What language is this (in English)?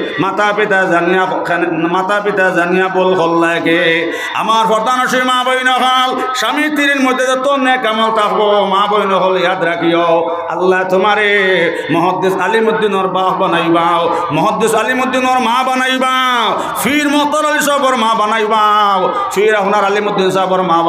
Sylheti